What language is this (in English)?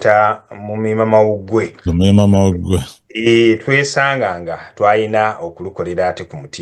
Ganda